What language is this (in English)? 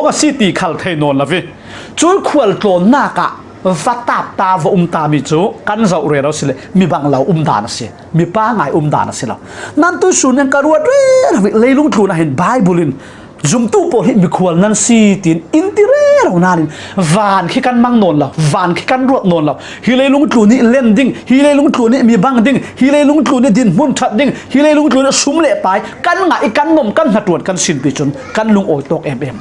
Falam Chin